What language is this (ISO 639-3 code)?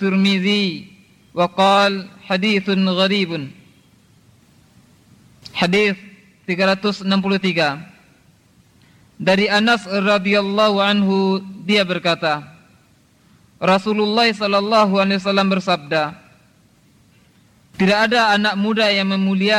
ind